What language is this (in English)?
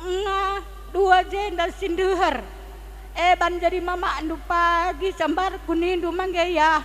Batak Karo